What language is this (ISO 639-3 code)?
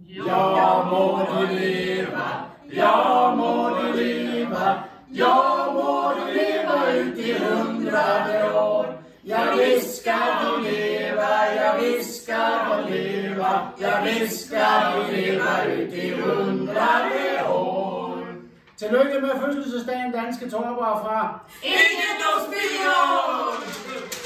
dan